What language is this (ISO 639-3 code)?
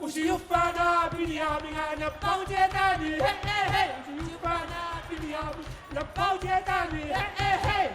kal